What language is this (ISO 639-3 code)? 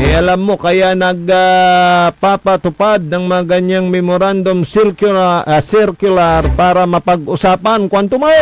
pag